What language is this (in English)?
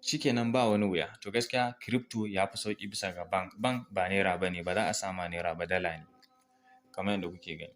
Hausa